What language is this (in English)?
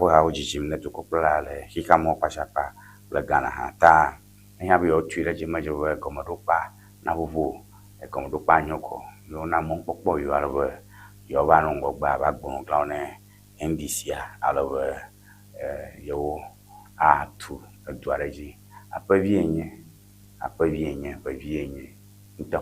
Ewe